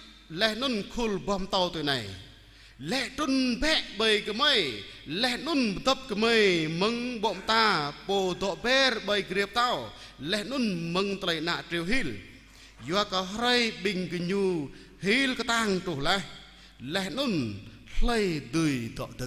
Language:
Jarai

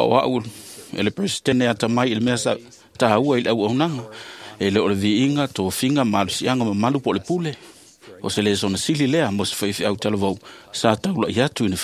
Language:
Samoan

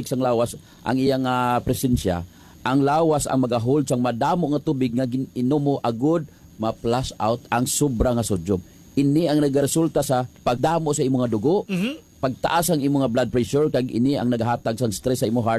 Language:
Hiligaynon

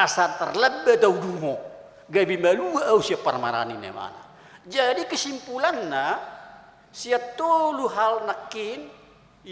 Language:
Batak Toba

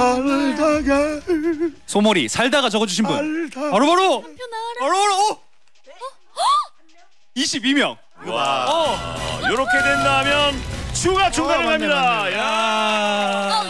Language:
Korean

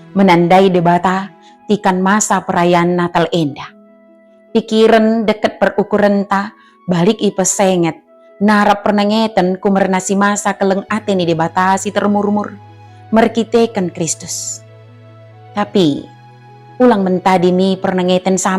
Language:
Batak Dairi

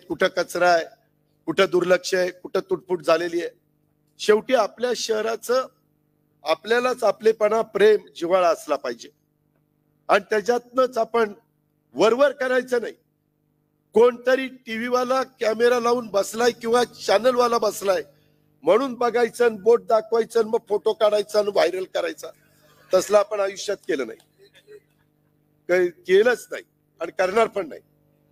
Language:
Marathi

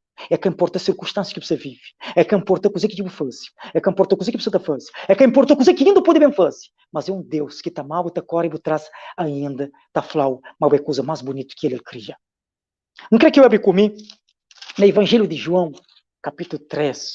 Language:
Kabuverdianu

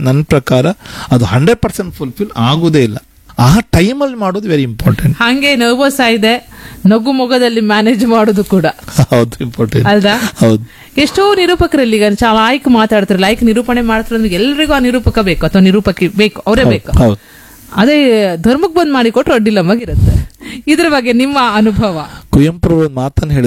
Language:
Kannada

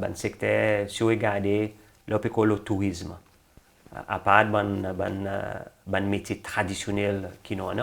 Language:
Seselwa Creole French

